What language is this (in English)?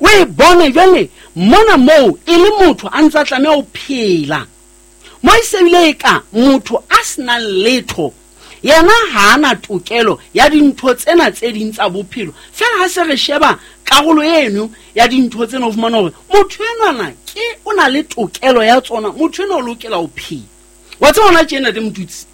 Southern Sotho